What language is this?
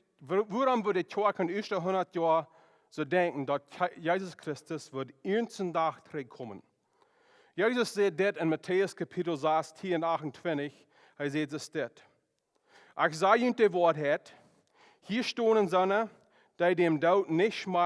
Plautdietsch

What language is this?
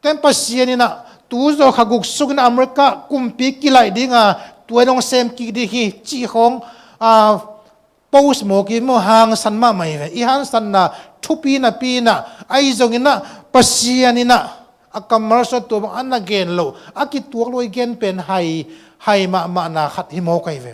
Tedim Chin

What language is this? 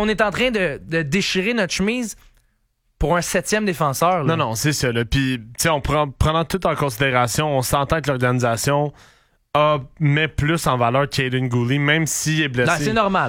French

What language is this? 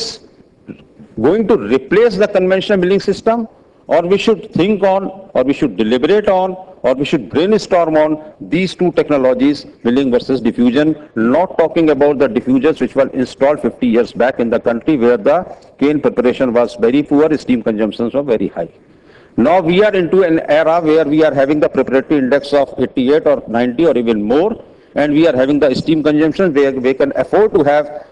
English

